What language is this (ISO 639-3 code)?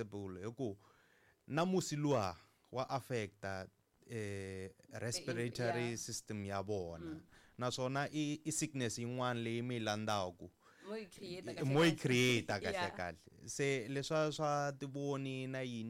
tso